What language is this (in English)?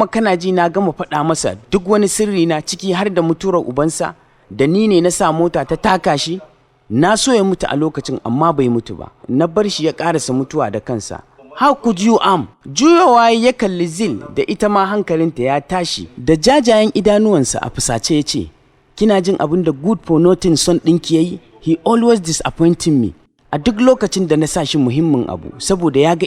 Hausa